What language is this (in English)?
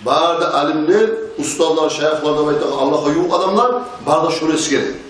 Kumyk